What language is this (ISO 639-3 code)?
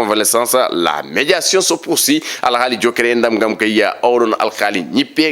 ful